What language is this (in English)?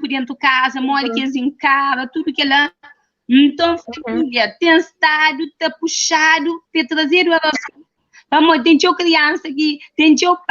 Kabuverdianu